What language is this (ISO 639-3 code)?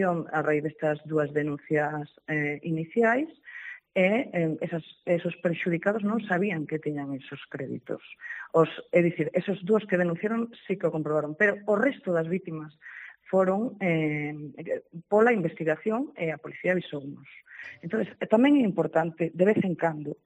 glg